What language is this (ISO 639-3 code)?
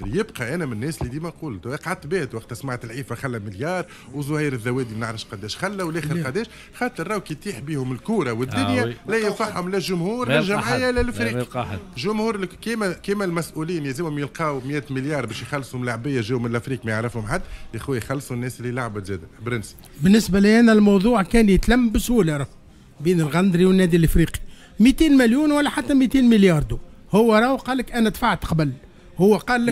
aeb